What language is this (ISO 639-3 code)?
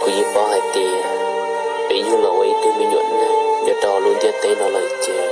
hmn